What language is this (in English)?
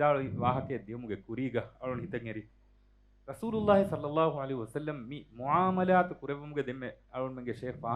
Divehi